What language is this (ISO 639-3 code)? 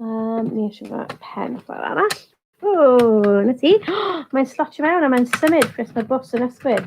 cym